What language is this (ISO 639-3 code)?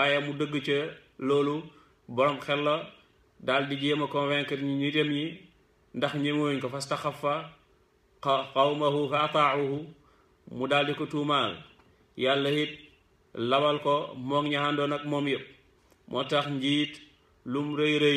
wol